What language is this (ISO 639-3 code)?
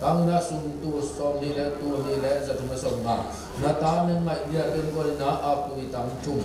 ctd